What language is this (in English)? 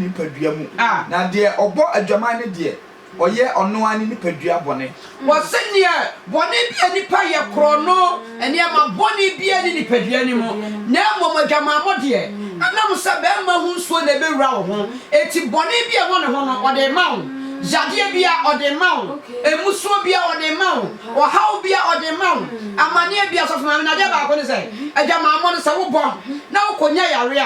Akan